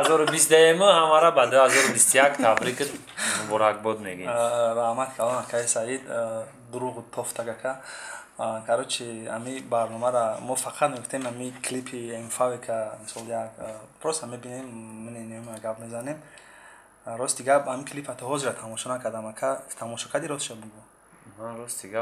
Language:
Tajik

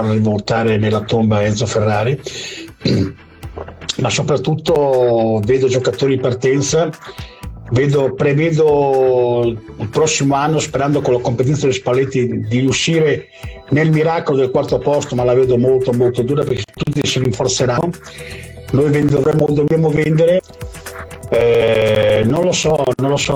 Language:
Italian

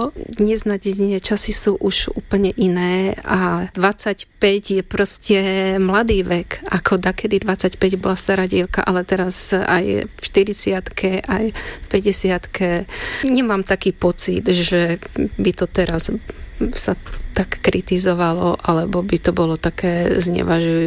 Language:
Slovak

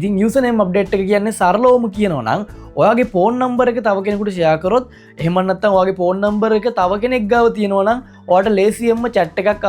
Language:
Sinhala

